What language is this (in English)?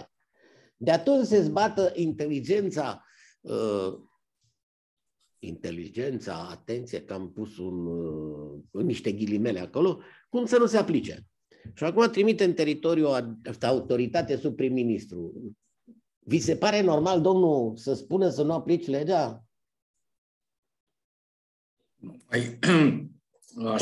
Romanian